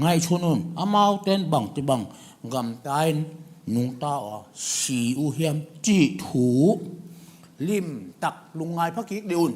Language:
Tedim Chin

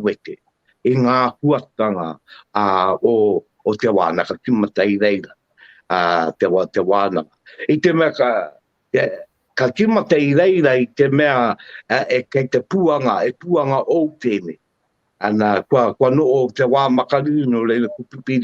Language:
Māori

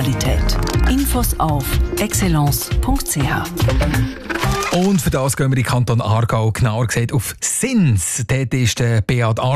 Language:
German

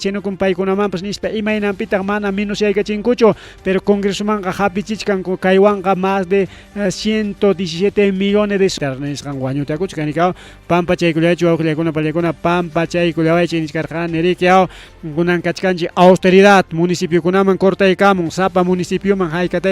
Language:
Ayacucho Quechua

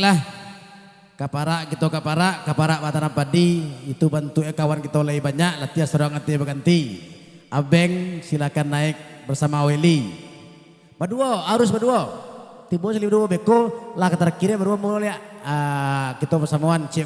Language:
Minangkabau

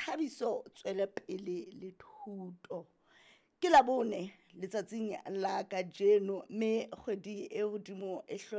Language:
Southern Sotho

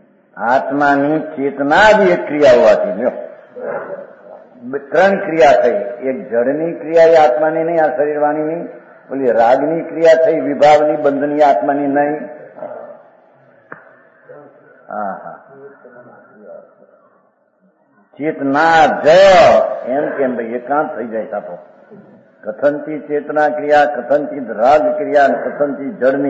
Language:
Gujarati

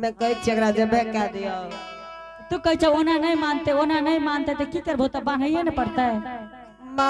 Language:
Angika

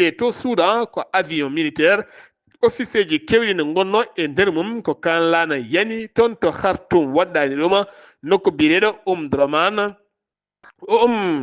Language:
Fula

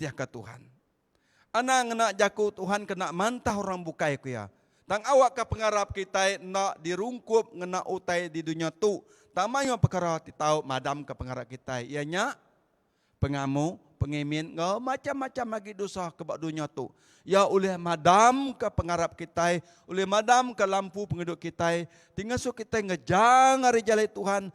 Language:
Iban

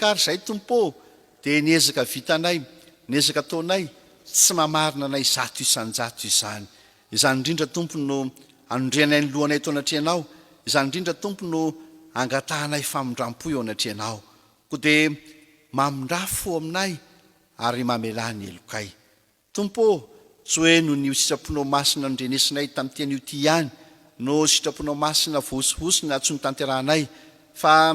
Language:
Malagasy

